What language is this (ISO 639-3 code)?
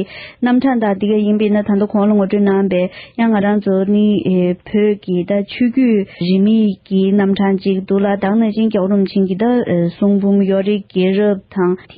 bod